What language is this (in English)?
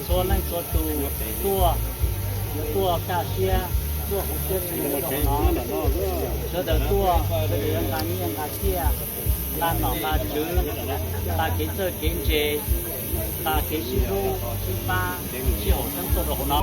Hmong